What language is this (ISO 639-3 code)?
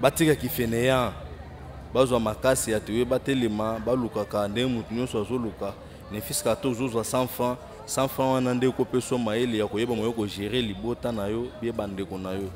lin